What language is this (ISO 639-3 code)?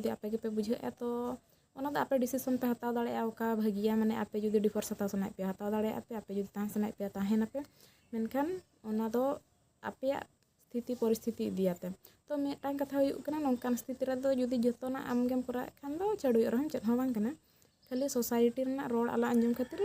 sat